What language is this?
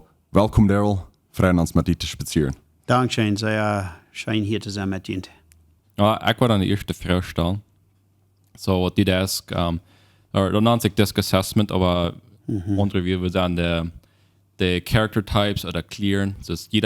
Plautdietsch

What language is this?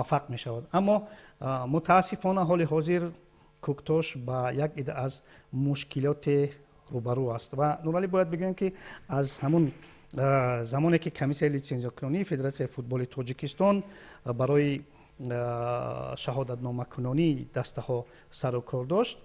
Tajik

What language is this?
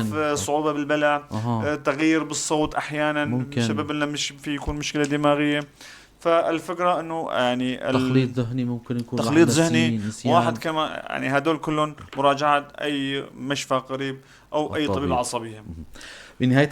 North Levantine Arabic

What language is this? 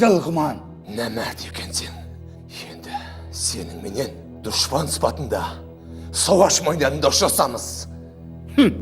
Kara-Kalpak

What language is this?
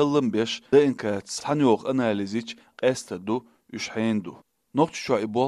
Chechen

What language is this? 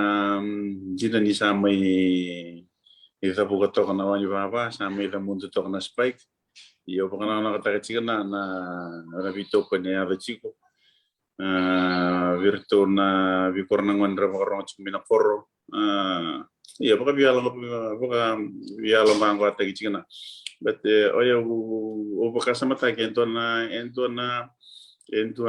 Fijian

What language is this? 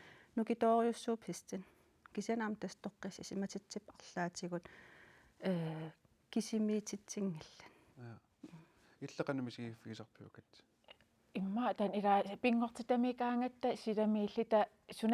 Kalaallisut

